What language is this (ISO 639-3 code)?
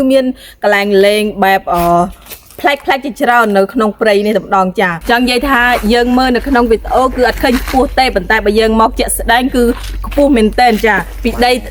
khm